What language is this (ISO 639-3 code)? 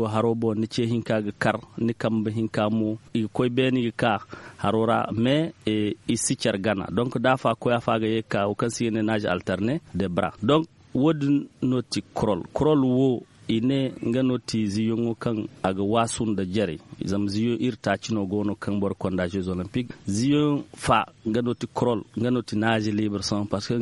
dje